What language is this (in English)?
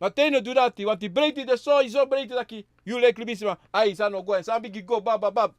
Sranan Tongo